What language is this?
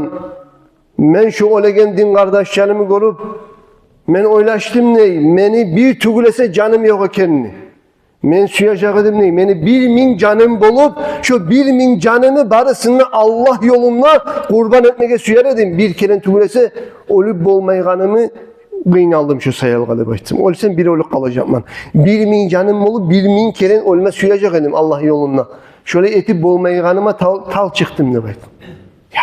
Kumyk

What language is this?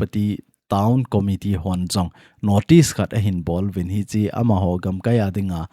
Thado Chin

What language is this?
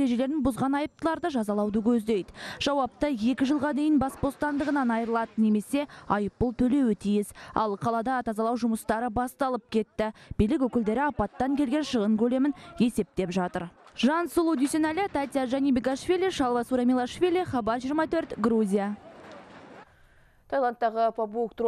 Kazakh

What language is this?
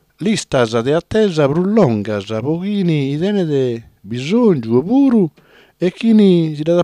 Sardinian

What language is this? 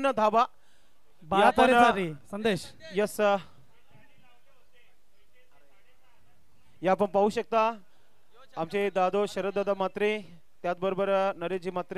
Marathi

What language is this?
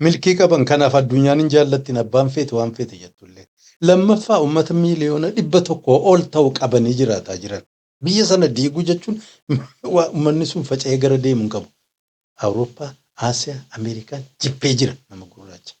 Oromo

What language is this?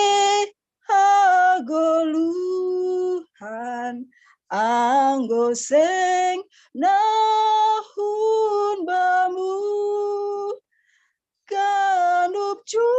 Batak Simalungun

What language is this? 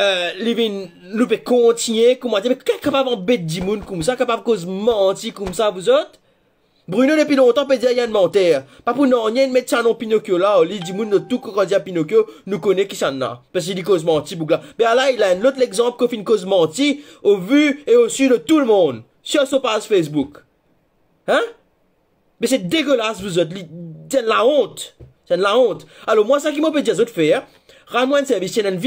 Morisyen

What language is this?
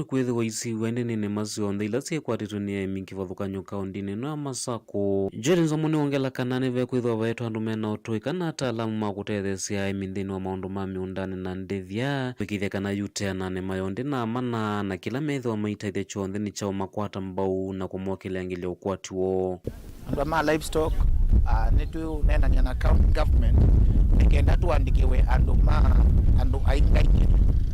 Kamba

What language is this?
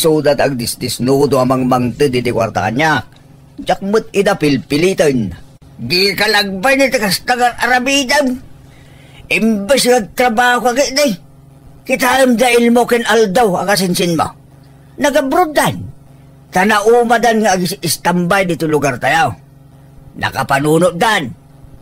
Iloko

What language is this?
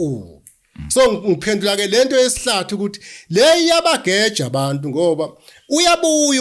Zulu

